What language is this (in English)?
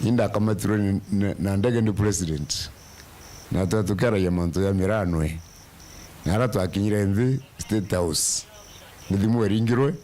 Meru